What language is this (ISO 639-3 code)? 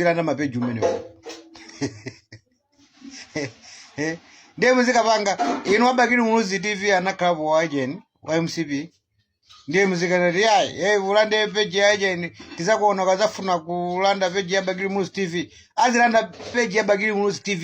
nya